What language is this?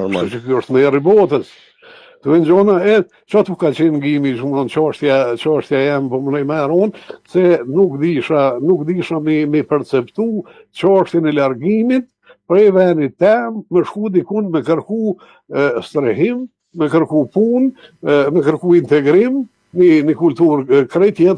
Albanian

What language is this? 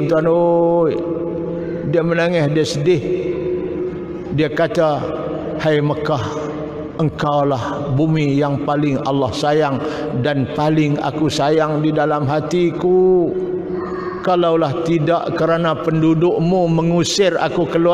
Malay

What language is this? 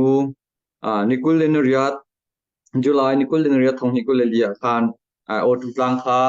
Hakha Chin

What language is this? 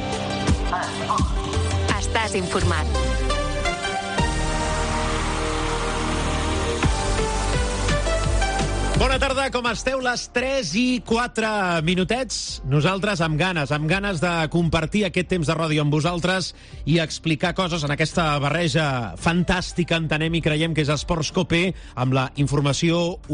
Catalan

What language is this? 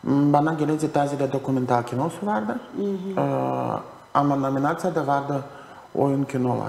Gagauz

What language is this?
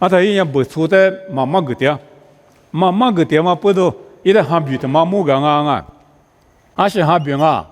Lisu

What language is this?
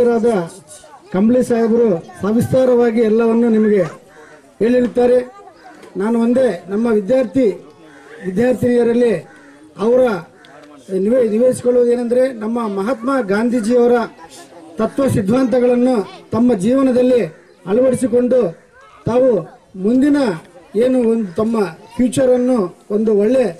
Kannada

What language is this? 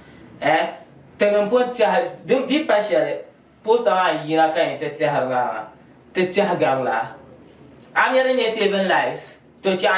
Dagbani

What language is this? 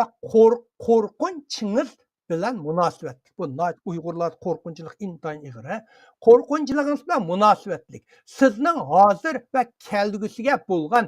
Uyghur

